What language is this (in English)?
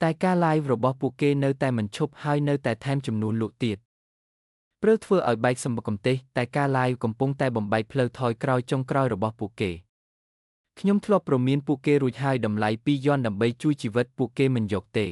Khmer